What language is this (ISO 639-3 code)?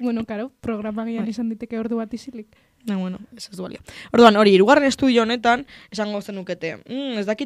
eus